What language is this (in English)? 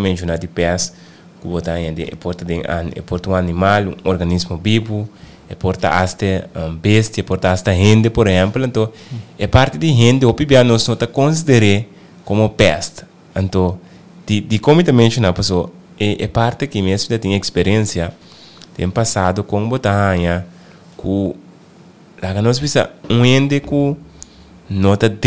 Papiamento